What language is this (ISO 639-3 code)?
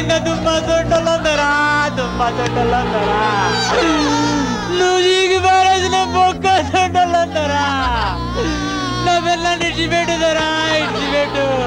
tel